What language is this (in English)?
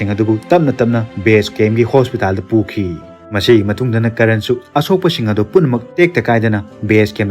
Manipuri